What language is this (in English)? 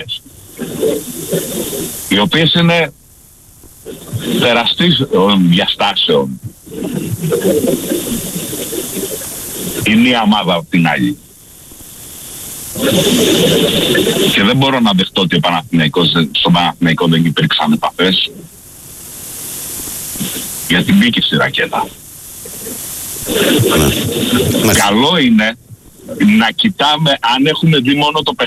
Greek